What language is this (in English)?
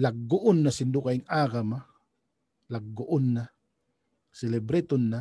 Tausug